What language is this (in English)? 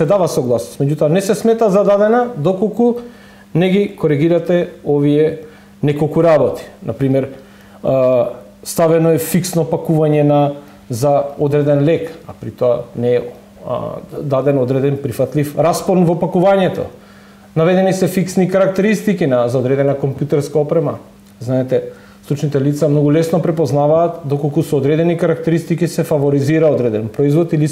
Macedonian